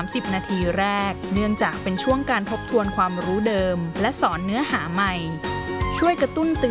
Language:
Thai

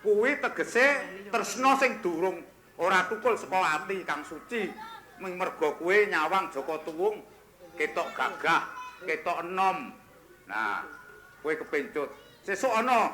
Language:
Javanese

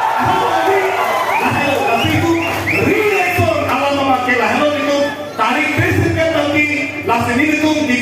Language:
Karbi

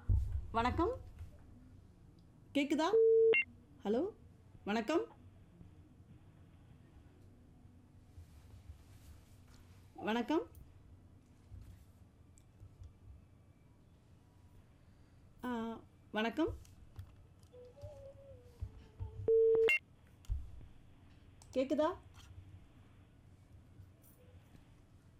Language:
Tamil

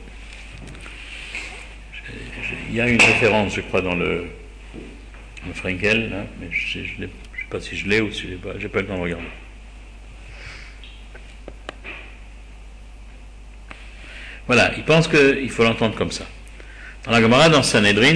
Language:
French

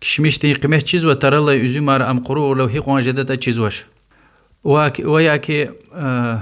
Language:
Lezghian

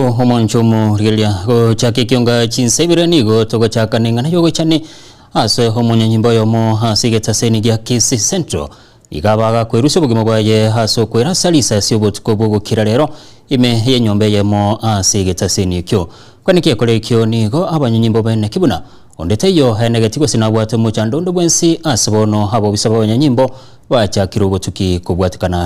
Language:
Gusii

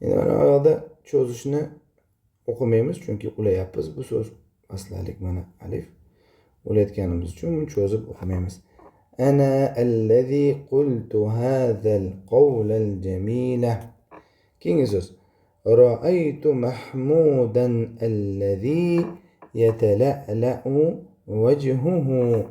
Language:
Uzbek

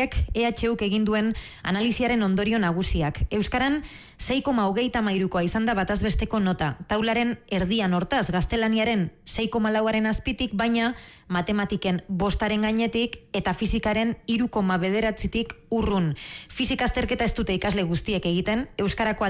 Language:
Basque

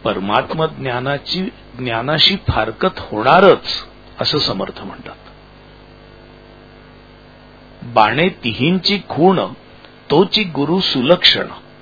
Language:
Marathi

